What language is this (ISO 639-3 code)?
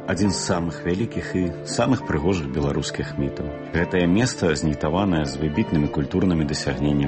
bel